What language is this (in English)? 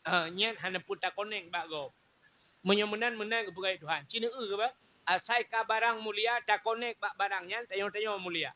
Achinese